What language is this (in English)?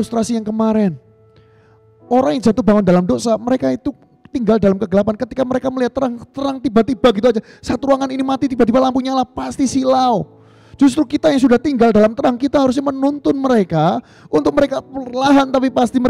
Indonesian